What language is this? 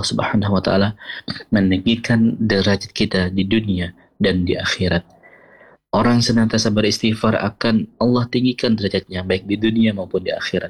Indonesian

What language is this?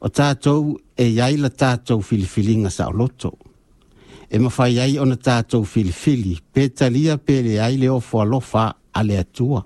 Samoan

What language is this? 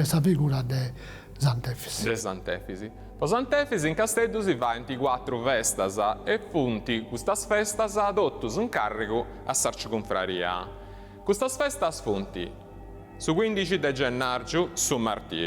Sardinian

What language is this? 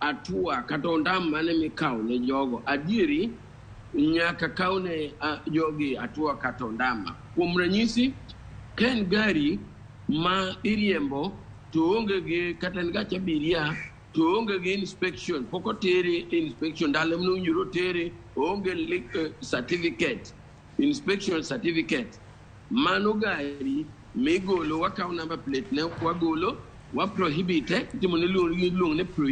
Luo (Kenya and Tanzania)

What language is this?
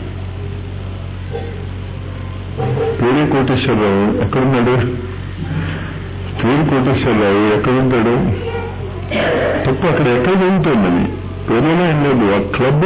Telugu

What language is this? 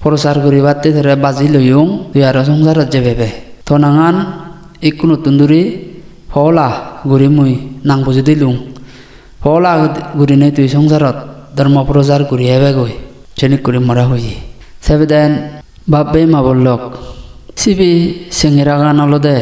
Chakma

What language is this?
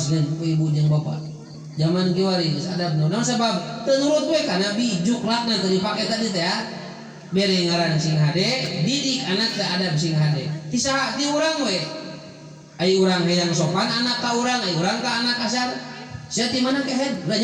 Sundanese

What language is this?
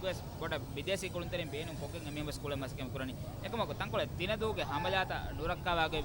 Divehi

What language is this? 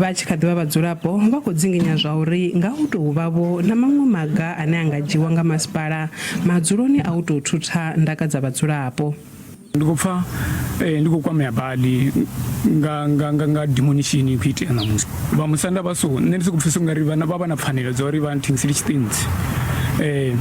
Venda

